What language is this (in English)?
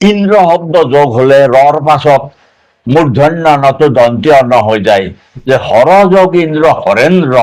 Assamese